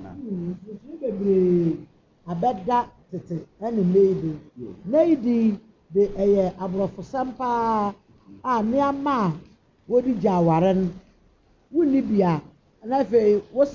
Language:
Akan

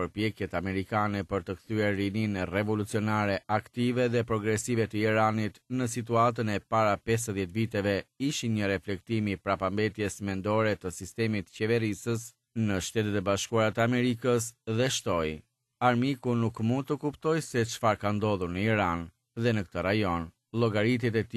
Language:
Albanian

